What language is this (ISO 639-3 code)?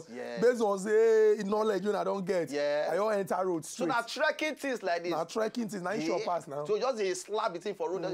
pcm